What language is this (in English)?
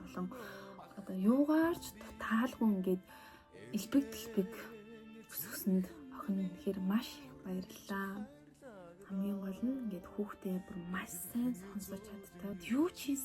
Mongolian